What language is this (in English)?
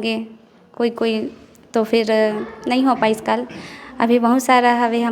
Chhattisgarhi